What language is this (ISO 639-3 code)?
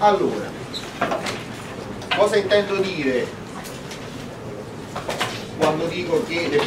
ita